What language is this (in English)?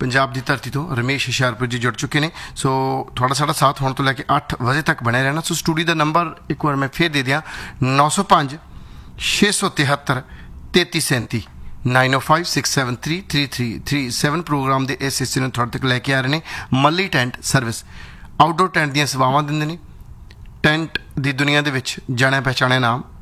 Punjabi